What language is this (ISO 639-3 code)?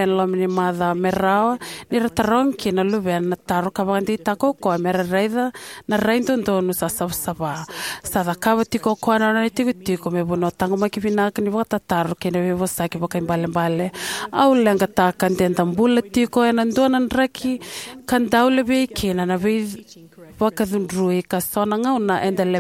fij